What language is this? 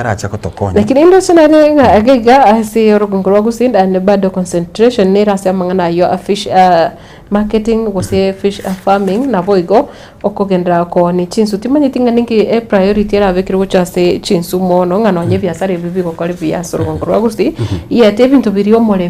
Gusii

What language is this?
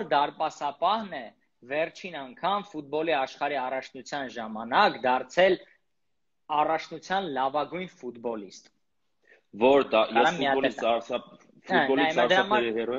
Armenian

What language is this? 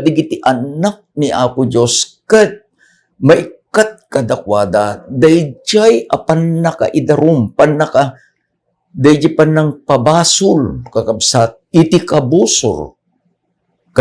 Iloko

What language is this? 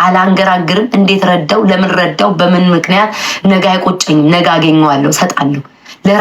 Amharic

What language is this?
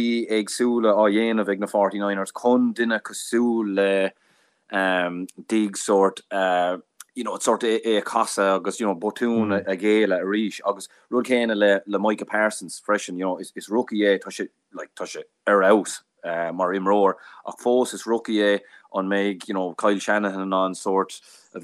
Irish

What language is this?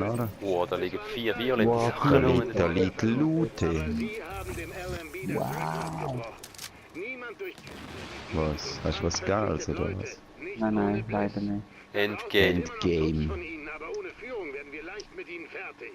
Swiss German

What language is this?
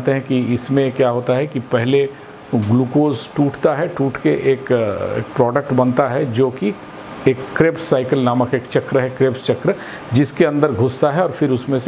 Hindi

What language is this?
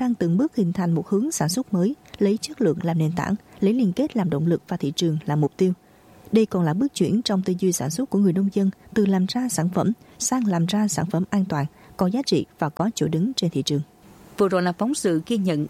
Vietnamese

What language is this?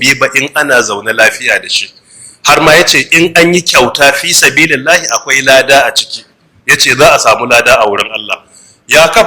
Hausa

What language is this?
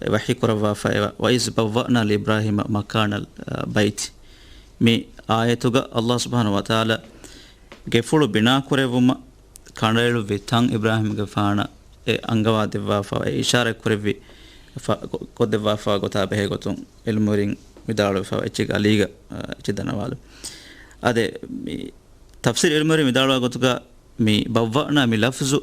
Divehi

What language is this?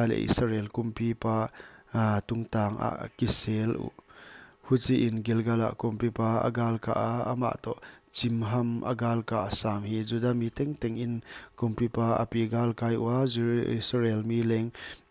Paite Chin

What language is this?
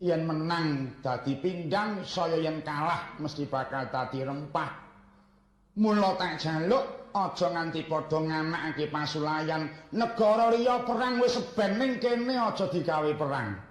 Javanese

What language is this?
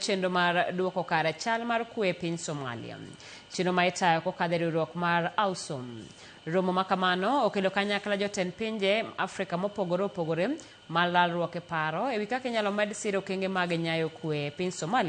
Luo (Kenya and Tanzania)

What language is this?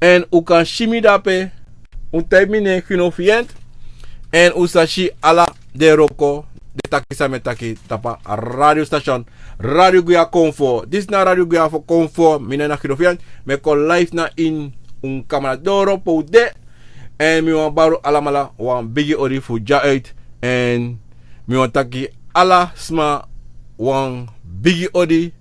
Sranan Tongo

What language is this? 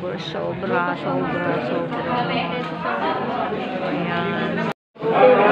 Filipino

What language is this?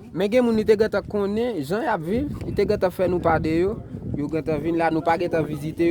Haitian Creole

